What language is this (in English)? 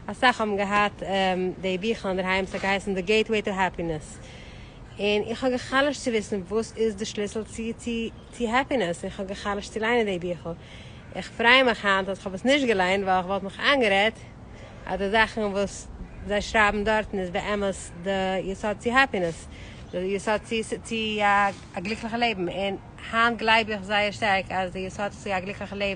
Yiddish